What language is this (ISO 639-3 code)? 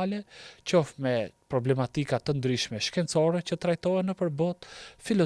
sqi